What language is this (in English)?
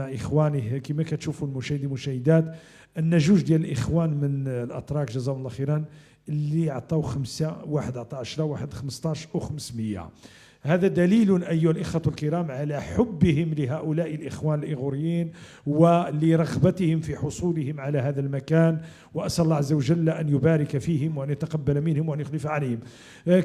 Moroccan Arabic